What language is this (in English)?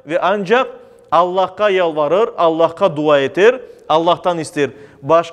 Crimean Tatar